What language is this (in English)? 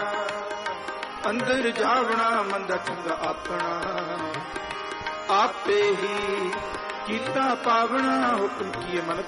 Punjabi